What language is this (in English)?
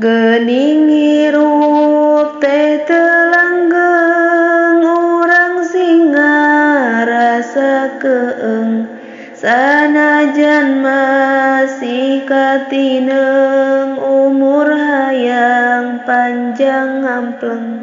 Sundanese